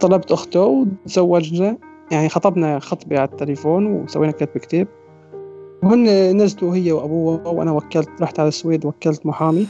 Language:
North Levantine Arabic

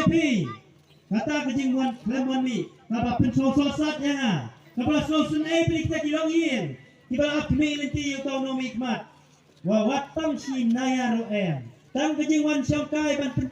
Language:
Khasi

